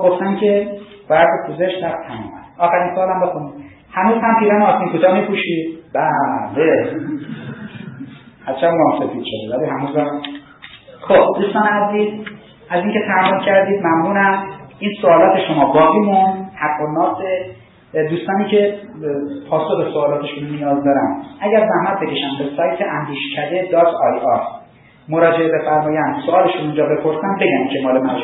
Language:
Persian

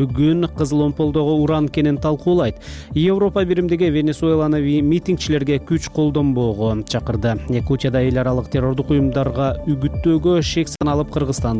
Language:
Kyrgyz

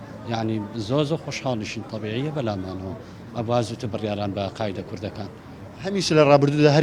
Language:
Central Kurdish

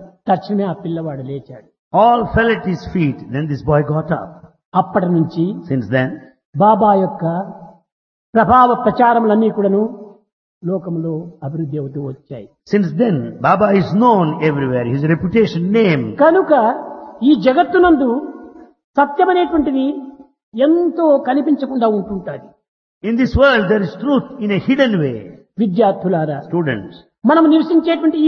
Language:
Telugu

